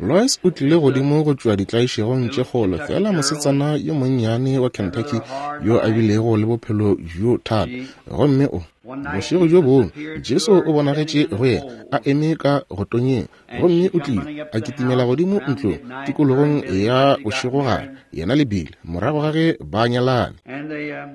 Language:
Northern Sotho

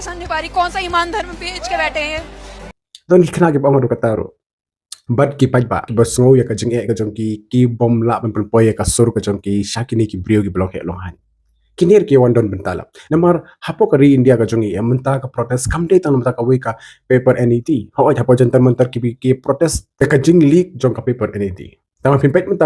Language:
Khasi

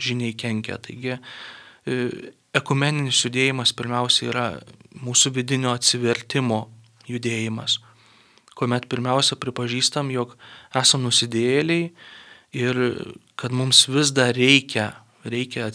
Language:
Lithuanian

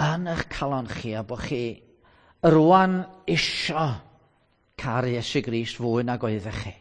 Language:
Welsh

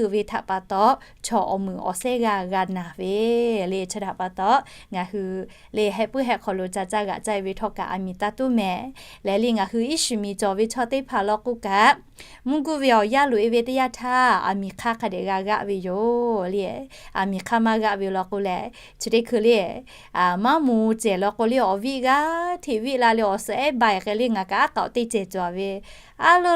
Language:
Lahu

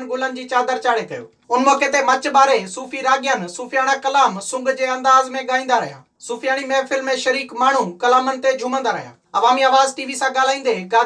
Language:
Sindhi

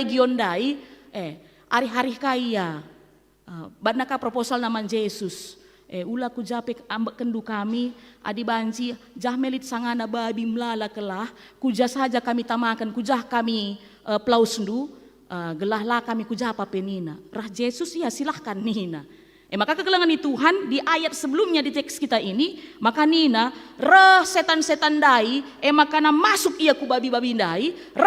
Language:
Batak Karo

